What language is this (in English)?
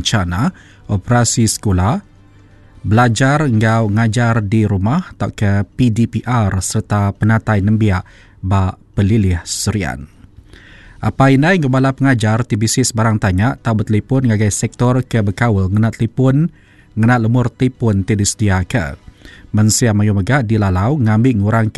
Iban